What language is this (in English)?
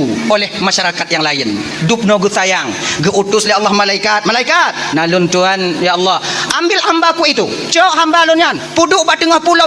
Achinese